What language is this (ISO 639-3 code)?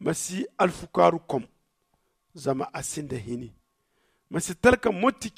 dje